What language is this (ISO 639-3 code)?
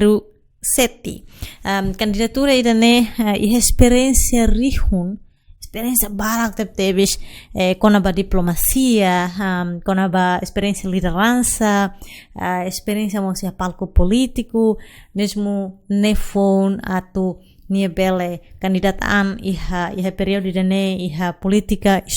tet